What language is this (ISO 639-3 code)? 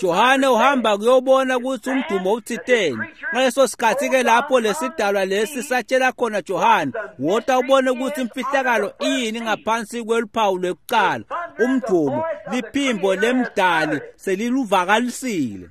ssw